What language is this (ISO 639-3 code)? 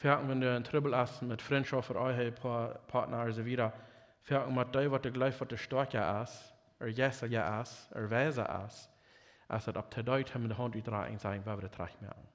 pdt